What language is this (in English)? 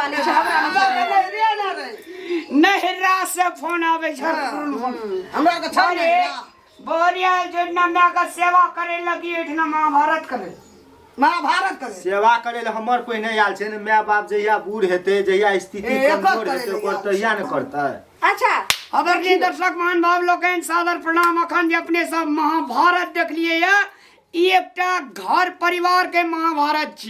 Maithili